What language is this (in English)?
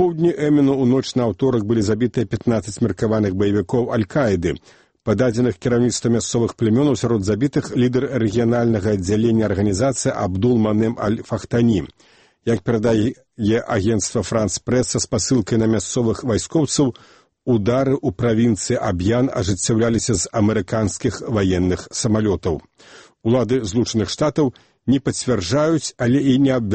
Belarusian